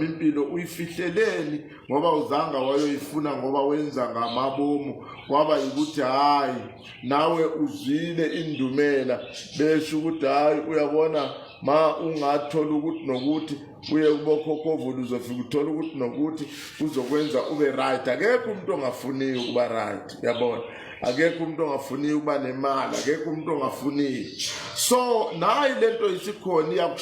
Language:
Zulu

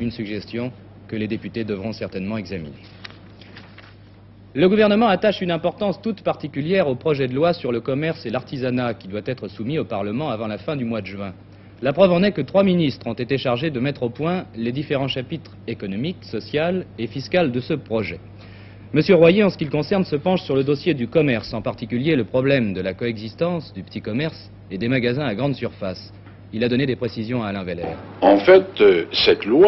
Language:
French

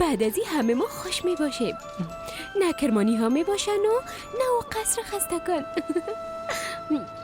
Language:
Persian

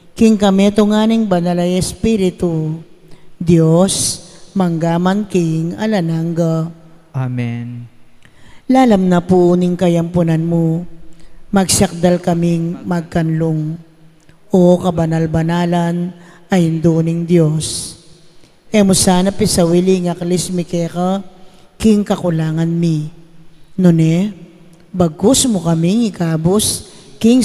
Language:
Pampanga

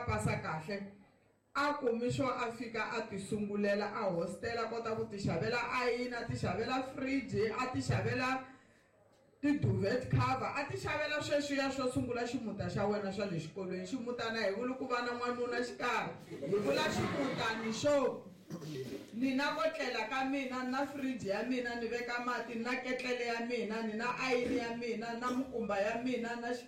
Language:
Tsonga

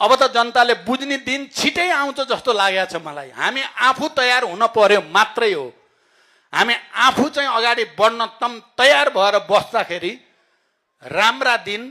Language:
Nepali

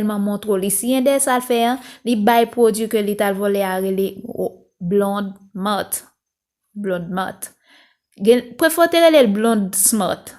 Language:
Haitian Creole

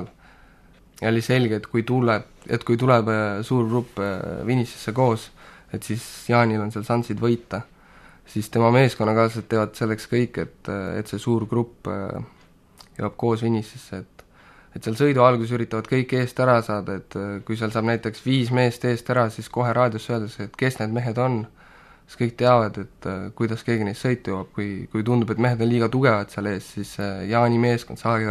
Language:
Estonian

